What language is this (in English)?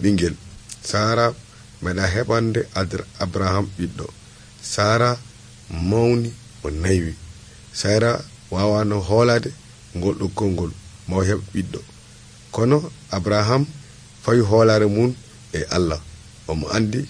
Nigerian Fulfulde